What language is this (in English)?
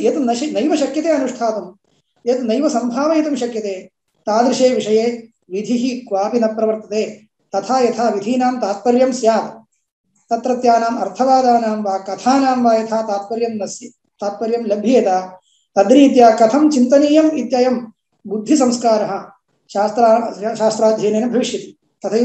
Sanskrit